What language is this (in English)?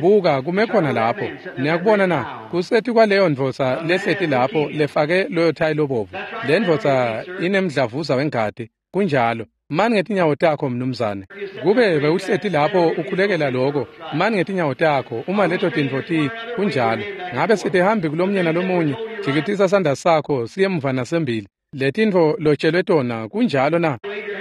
Swati